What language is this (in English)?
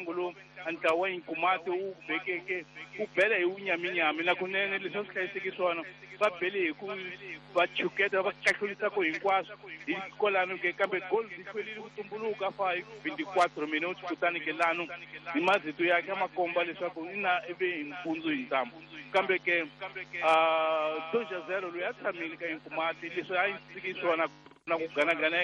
Tsonga